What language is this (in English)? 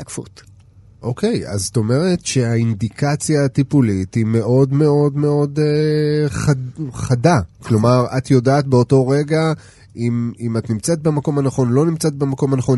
Hebrew